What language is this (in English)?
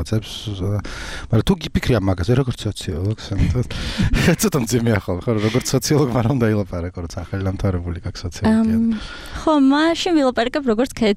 Georgian